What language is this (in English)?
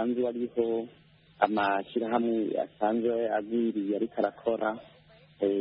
Kinyarwanda